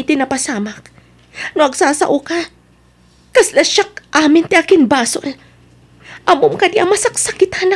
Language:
Iloko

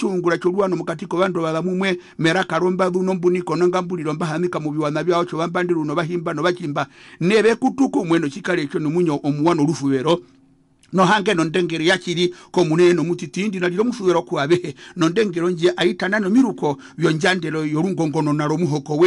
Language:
Herero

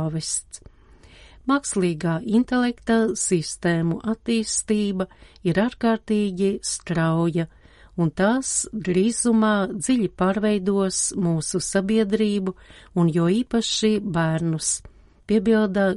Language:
Latvian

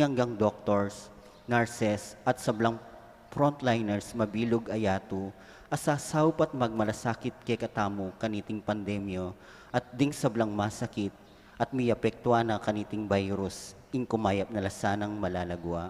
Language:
Pampanga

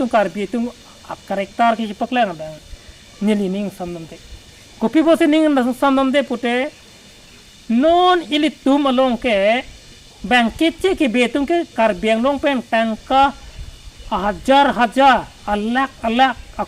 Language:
Karbi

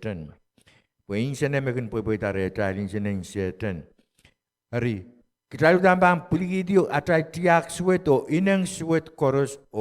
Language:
Pohnpeian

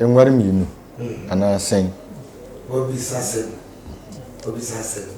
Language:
Akan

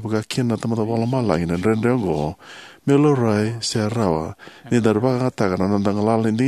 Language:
Fijian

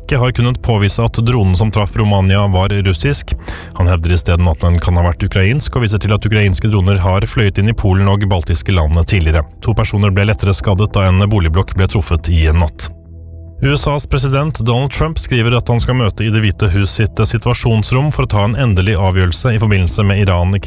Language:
Norwegian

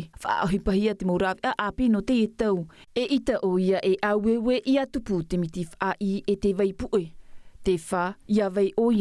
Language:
Tahitian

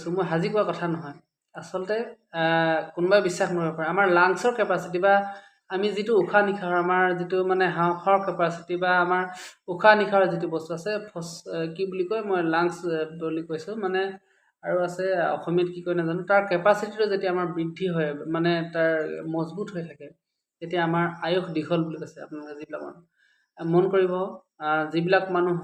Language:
Assamese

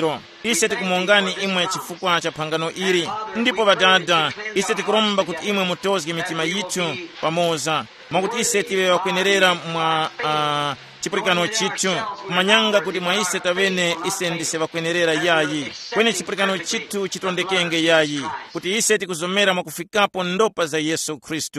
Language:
Tumbuka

